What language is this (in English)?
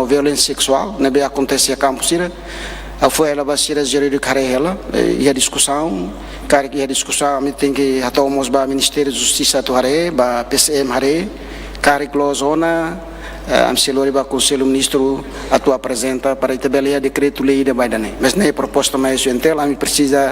Tetum